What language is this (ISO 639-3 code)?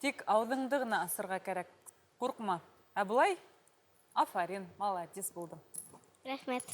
bak